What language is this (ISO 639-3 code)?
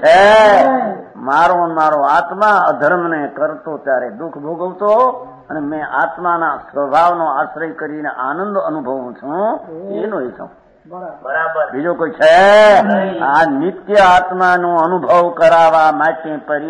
guj